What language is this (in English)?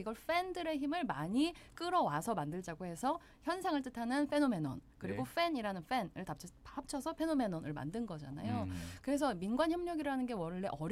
Korean